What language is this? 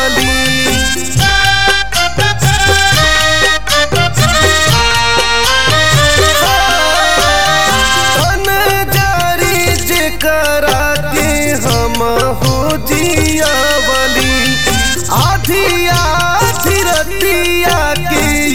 Bhojpuri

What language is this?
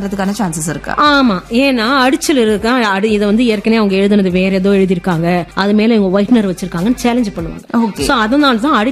Tamil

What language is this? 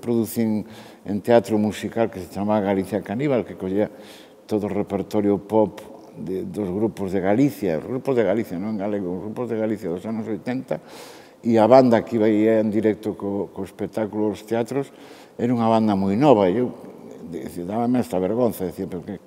Galician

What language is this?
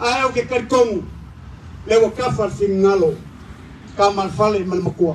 Samoan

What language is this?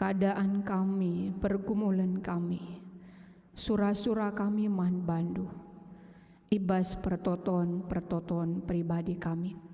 Batak Karo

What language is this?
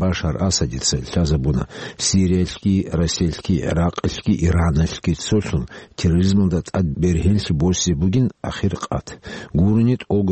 Avaric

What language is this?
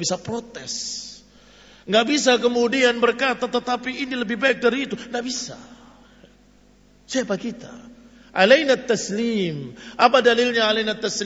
Indonesian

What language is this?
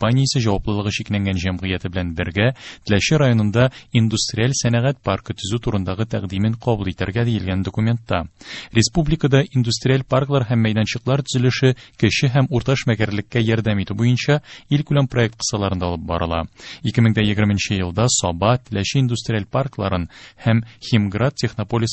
Tatar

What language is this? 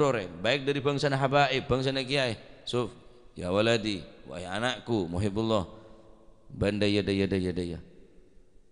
Madurese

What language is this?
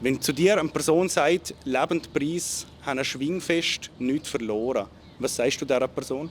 Swiss German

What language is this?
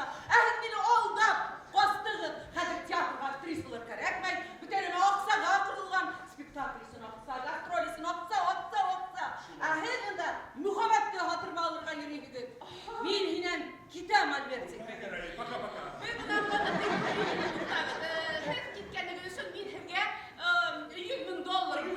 Bashkir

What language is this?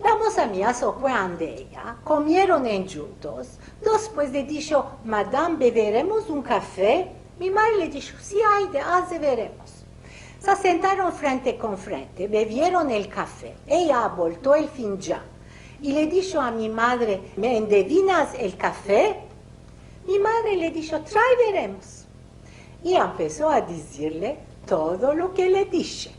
Ladino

